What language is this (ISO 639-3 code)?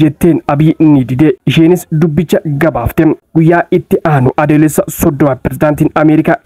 orm